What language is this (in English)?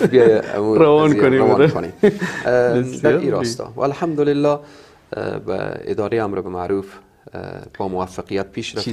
Persian